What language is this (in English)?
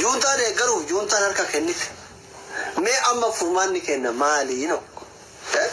Oromo